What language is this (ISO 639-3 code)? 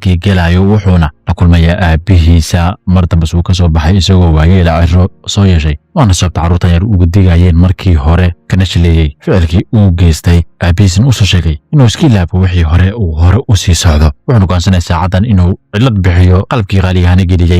som